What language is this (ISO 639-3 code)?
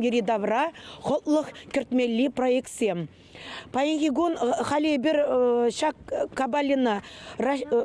chv